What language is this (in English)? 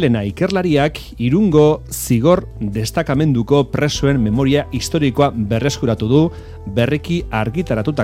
Basque